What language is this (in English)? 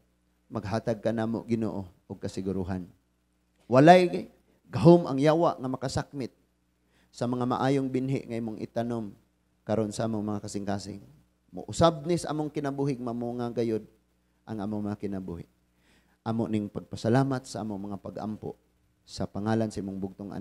Cebuano